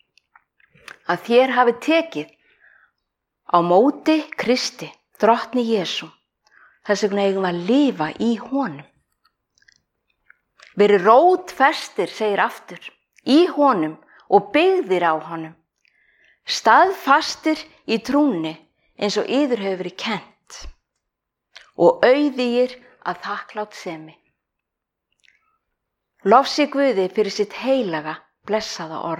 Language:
Icelandic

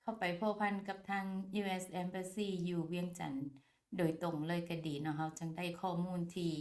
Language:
Lao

